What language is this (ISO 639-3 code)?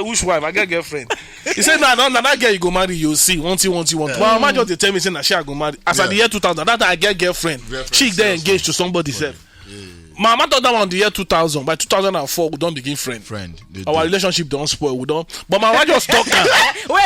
pcm